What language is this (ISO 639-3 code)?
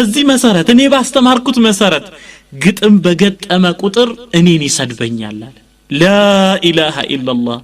amh